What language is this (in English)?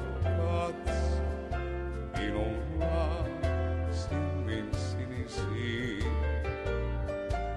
Finnish